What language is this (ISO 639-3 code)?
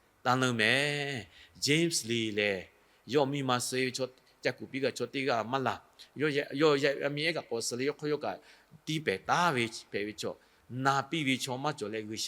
lhu